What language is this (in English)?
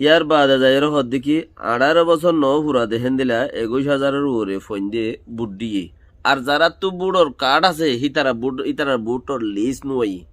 Rohingya